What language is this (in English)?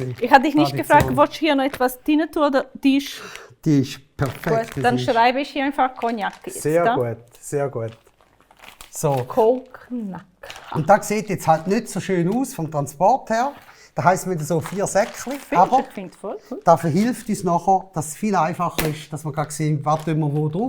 Swiss German